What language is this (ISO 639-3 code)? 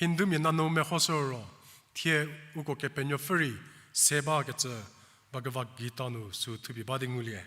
njm